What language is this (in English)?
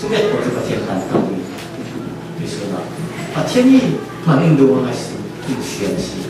Falam Chin